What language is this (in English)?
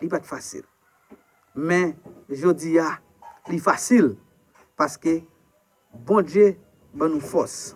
Haitian Creole